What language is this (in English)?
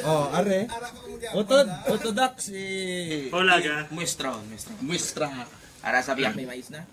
Hiligaynon